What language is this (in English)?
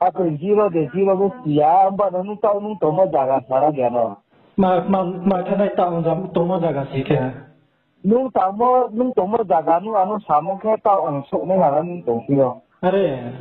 Riang (India)